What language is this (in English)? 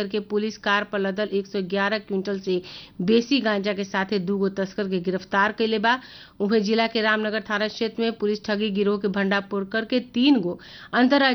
Bhojpuri